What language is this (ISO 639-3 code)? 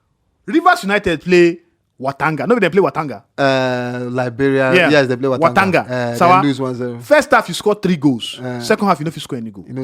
pcm